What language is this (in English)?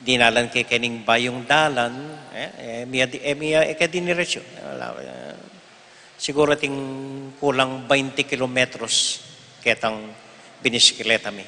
Pampanga